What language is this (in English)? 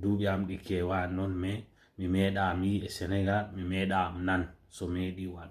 Fula